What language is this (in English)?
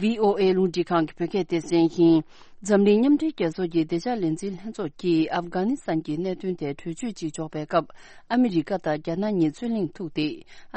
Tibetan